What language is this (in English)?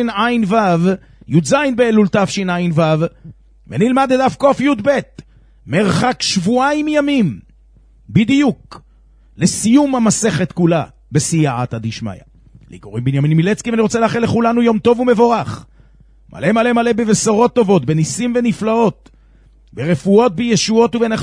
Hebrew